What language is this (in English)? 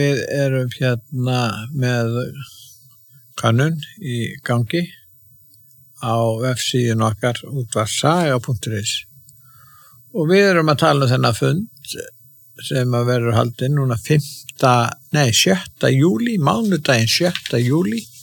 Icelandic